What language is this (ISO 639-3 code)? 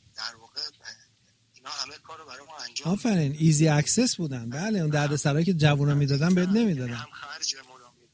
fas